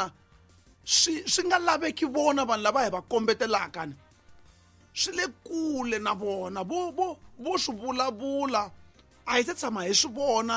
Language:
Tsonga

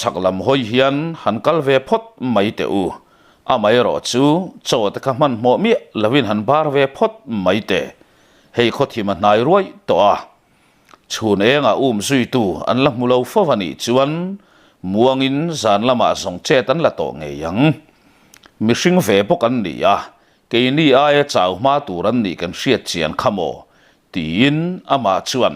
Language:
Mizo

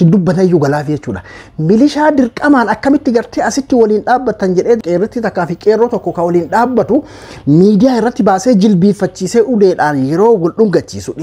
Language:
Oromo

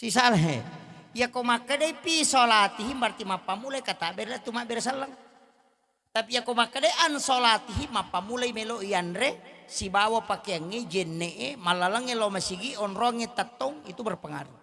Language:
Buginese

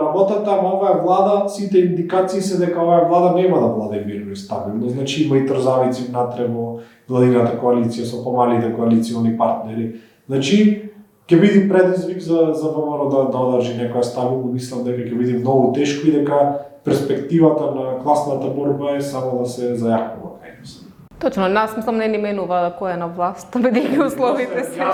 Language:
Macedonian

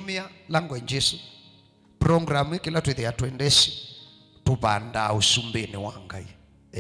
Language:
Kamba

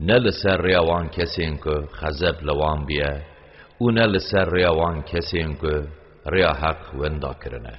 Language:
Kurdish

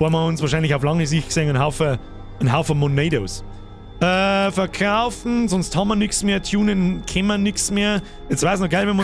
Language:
Bavarian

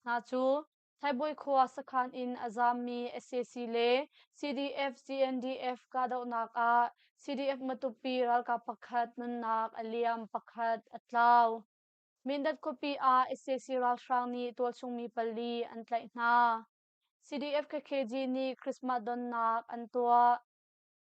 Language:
Hakha Chin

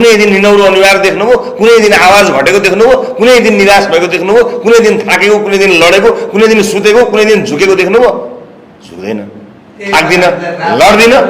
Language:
Nepali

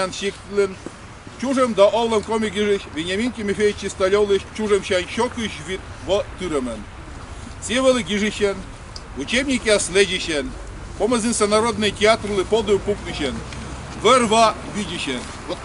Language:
Komi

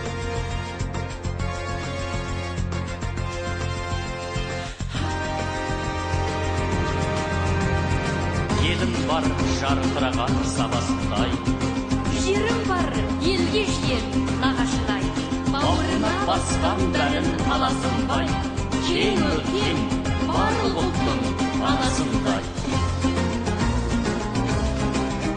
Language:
Kazakh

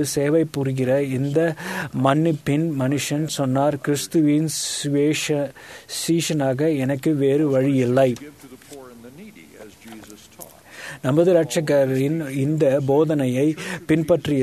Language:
Tamil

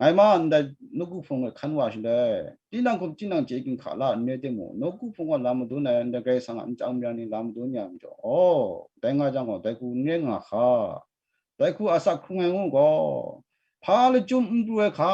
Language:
Kachin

